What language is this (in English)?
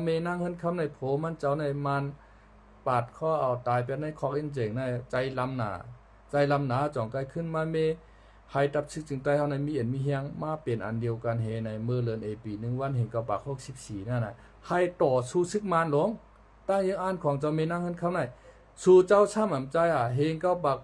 Shan